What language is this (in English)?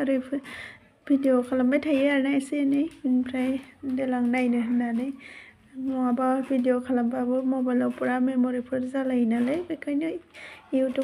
Bodo